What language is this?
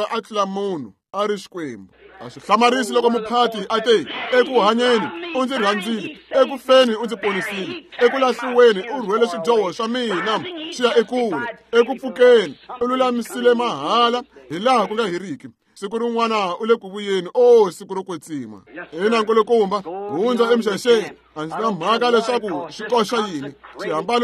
Tsonga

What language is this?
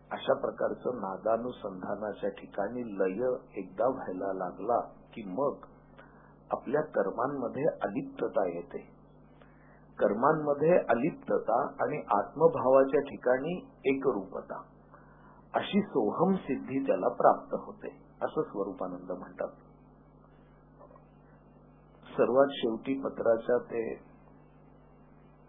Marathi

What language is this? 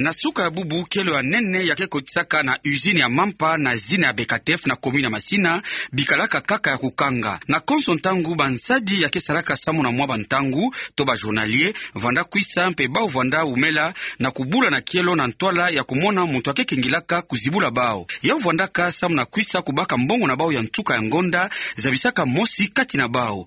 Kituba (Democratic Republic of Congo)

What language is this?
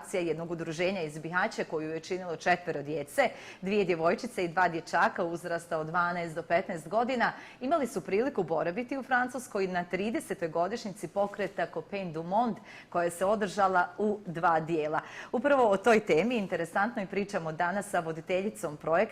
Bosnian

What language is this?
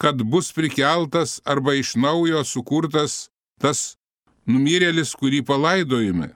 Lithuanian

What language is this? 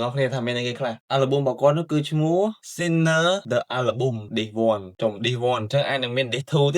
Khmer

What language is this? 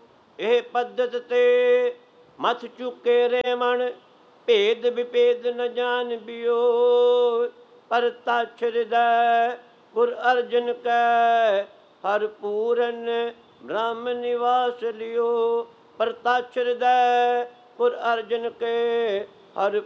Punjabi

